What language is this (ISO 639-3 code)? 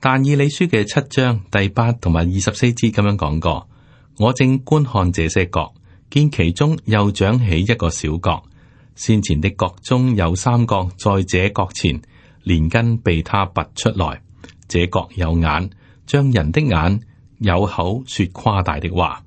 yue